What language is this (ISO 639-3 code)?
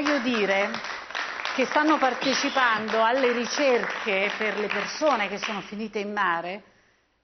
ita